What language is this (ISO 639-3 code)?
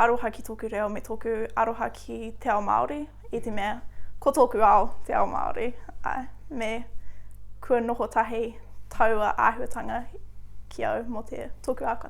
mri